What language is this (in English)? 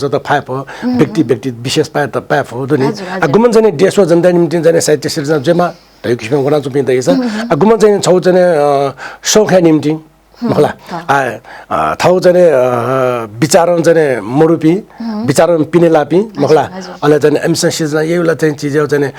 Newari